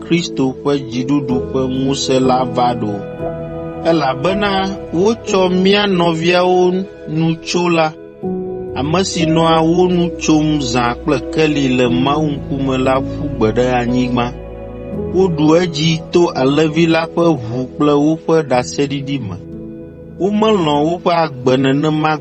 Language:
Ewe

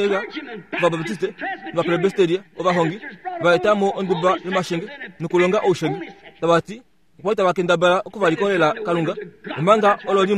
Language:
Kuanyama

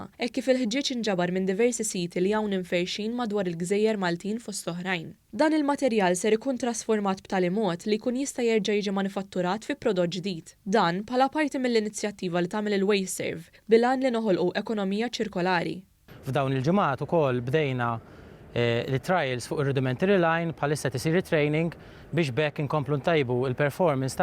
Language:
Maltese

